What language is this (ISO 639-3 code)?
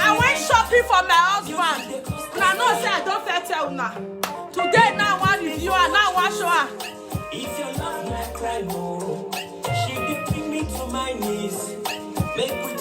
pcm